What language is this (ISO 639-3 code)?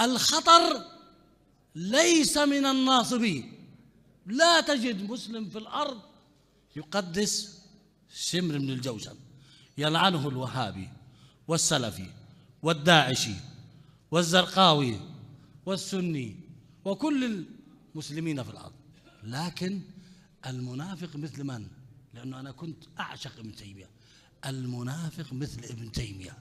acm